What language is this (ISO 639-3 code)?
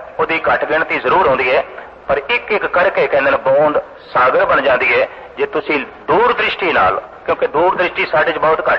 pan